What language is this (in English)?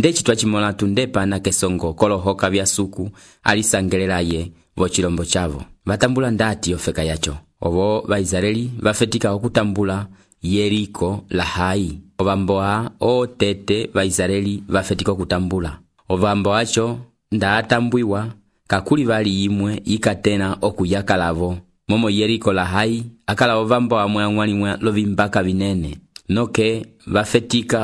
Umbundu